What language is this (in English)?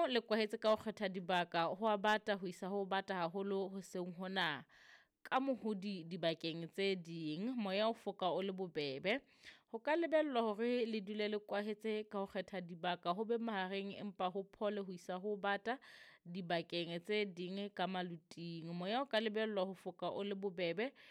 Southern Sotho